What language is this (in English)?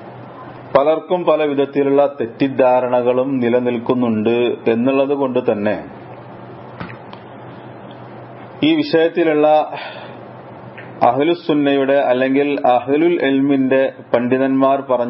Malayalam